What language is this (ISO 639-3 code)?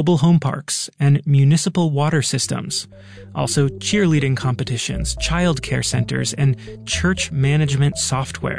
eng